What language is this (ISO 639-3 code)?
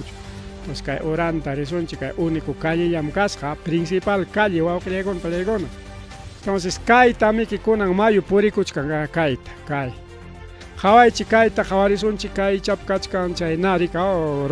quy